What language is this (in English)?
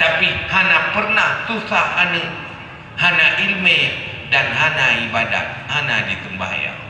Achinese